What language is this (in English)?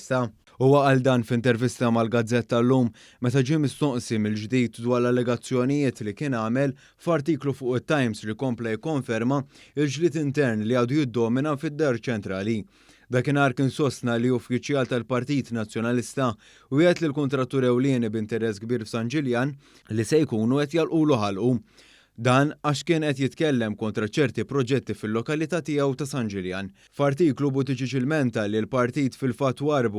Maltese